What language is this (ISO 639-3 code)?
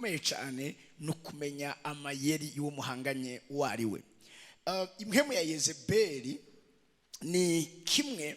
run